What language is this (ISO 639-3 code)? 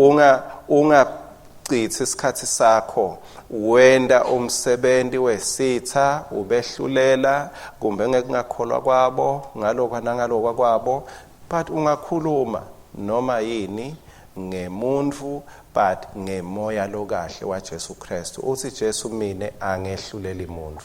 ssw